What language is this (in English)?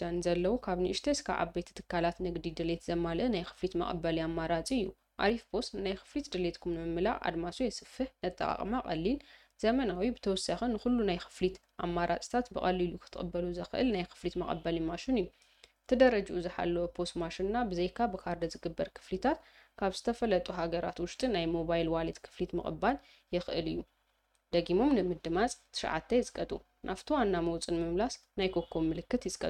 Tigrinya